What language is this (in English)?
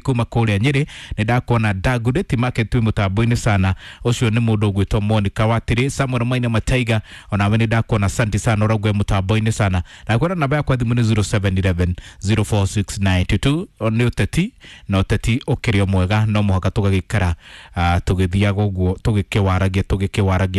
Kikuyu